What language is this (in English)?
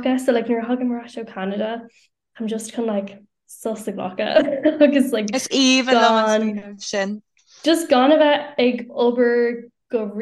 Irish